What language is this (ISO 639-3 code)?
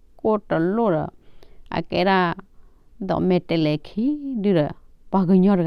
ksw